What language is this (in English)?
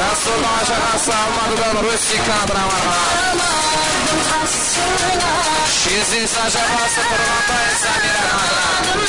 Kara-Kalpak